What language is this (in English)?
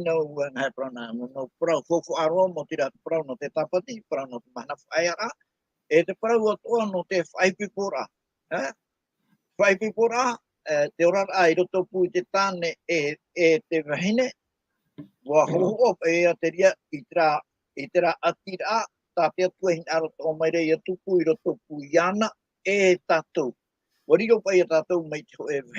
Tahitian